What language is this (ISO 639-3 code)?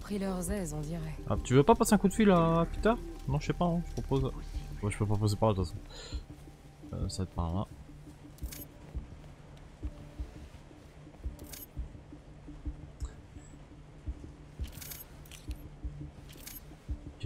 fra